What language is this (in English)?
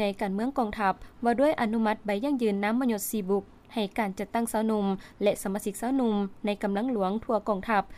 Lao